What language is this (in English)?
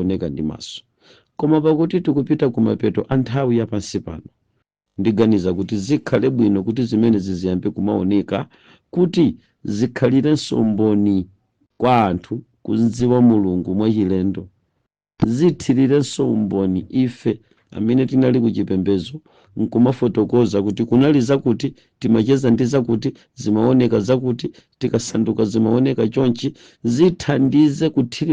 Nyanja